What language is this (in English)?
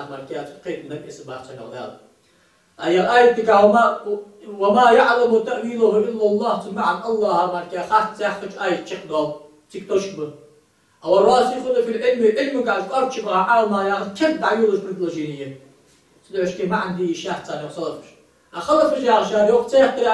Ingush